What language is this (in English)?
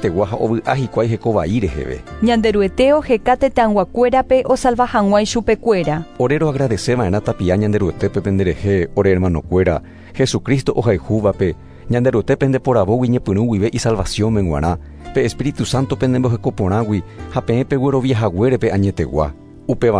Guarani